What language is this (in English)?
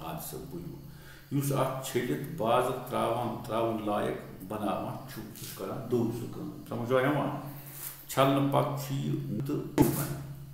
Kashmiri